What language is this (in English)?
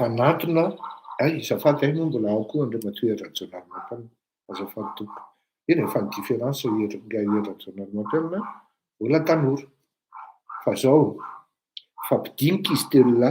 Malagasy